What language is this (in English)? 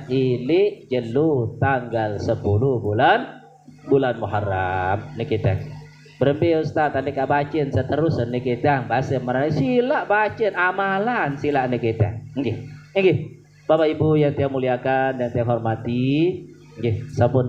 Sasak